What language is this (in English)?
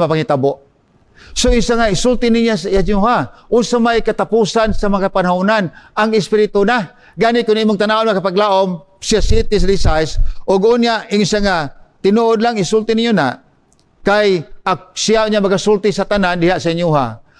Cebuano